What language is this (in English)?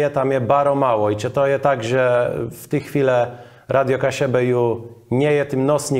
Kashubian